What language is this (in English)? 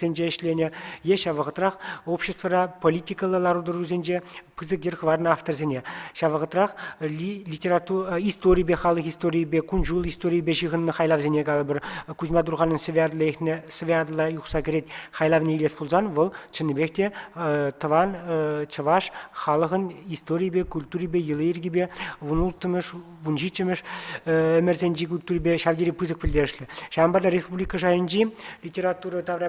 Chuvash